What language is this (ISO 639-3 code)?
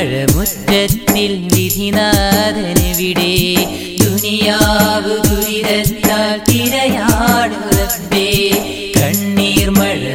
mal